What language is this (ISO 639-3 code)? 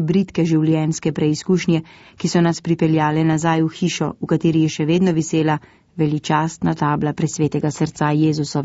slv